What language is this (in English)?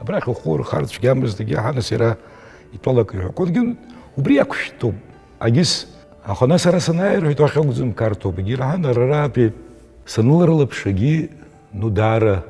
Abkhazian